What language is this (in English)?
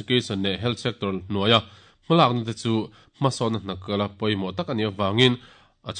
Mizo